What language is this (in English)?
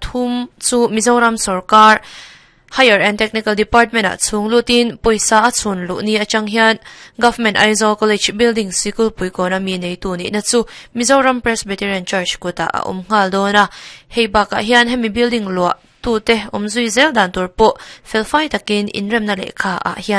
Mizo